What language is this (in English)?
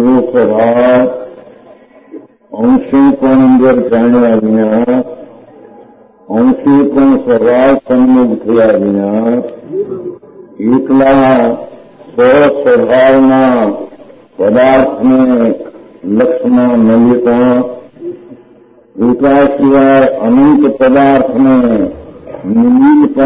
Gujarati